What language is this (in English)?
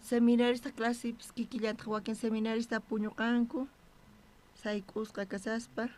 South Bolivian Quechua